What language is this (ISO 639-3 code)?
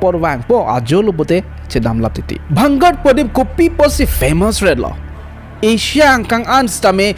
mjw